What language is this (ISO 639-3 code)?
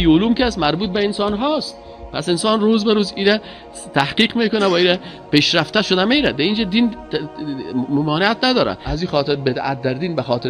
fas